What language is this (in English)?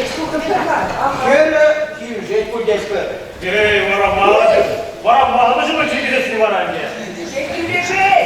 Chuvash